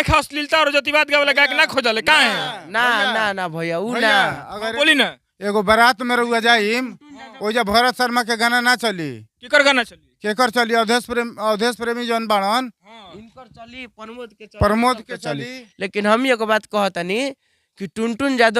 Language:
Bhojpuri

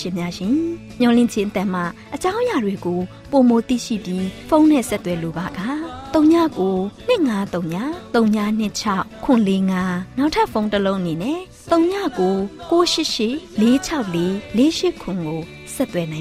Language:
Burmese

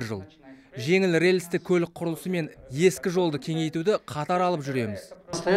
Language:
Kazakh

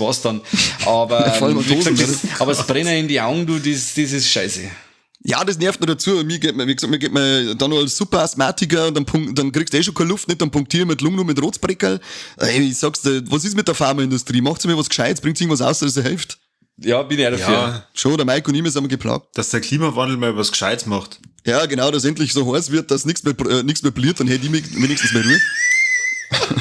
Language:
Bavarian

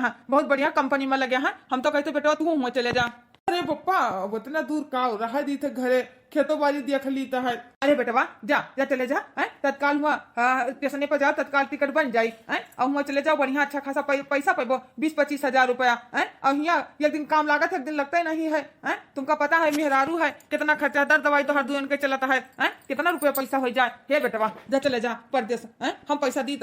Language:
Awadhi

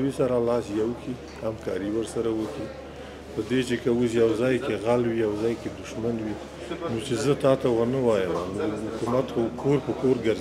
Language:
Pashto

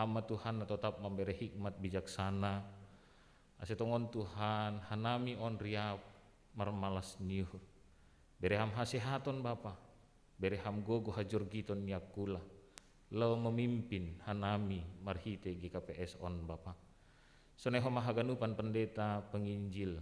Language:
Batak Simalungun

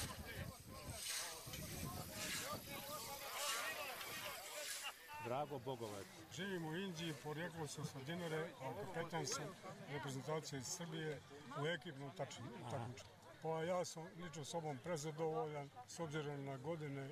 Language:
Bosnian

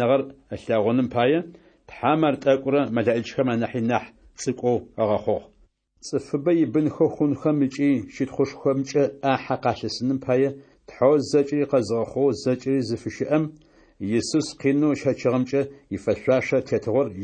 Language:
Adyghe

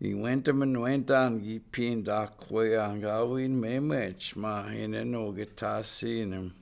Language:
Chippewa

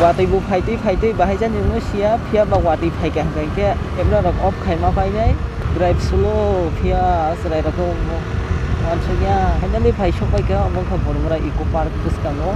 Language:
Kok Borok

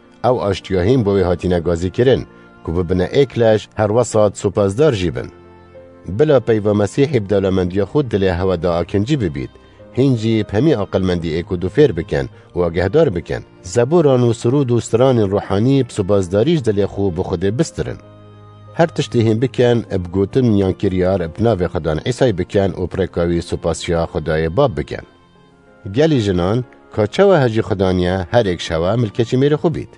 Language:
Kurdish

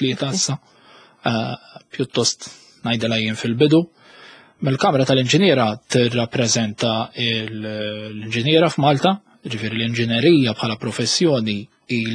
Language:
Maltese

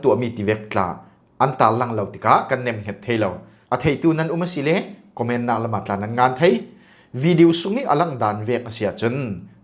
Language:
Falam Chin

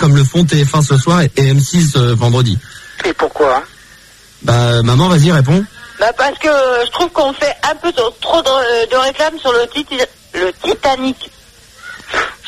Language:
French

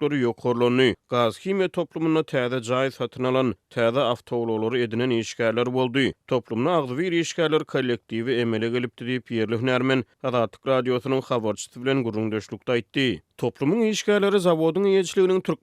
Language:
Turkmen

